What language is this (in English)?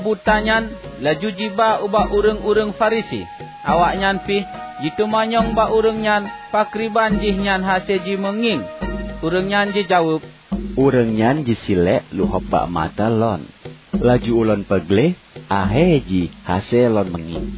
Achinese